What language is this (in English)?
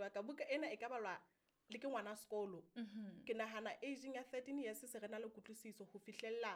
Southern Sotho